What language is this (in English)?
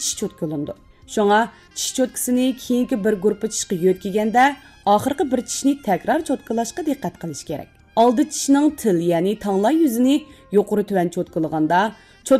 Uyghur